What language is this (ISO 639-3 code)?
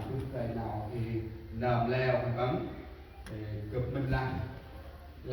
cmo